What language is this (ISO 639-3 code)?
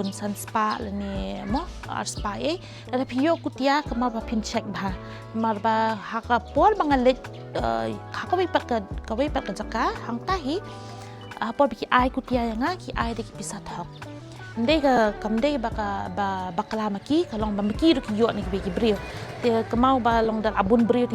kha